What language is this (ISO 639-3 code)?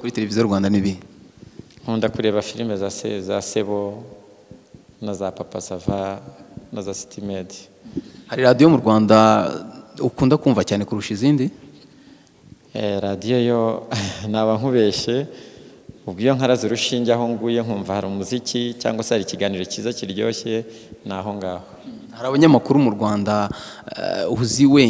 kin